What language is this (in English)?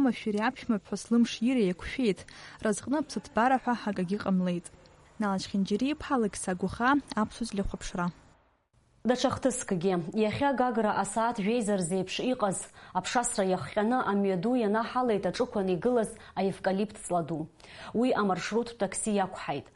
Abkhazian